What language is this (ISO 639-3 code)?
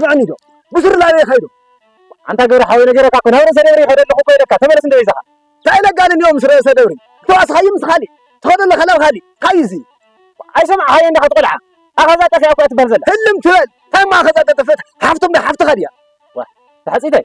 tir